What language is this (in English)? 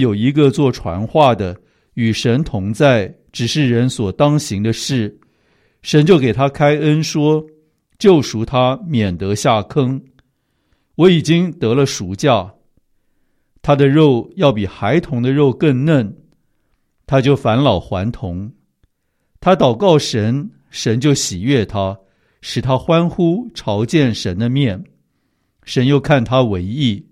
Chinese